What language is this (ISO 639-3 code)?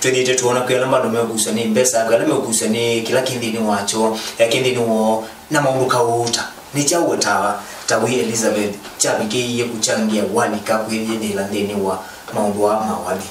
kam